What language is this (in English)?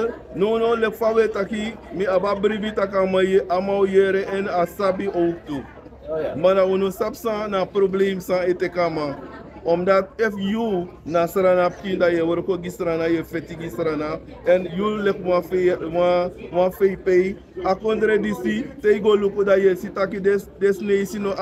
Sranan Tongo